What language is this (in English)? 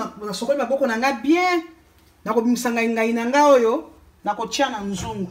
Lingala